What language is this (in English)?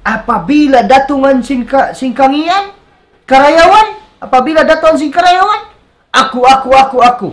Tausug